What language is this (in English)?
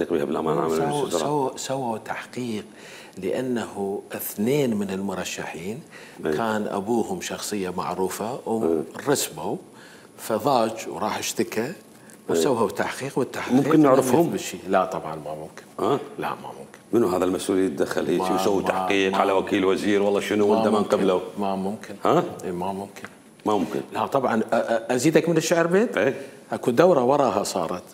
Mesopotamian Arabic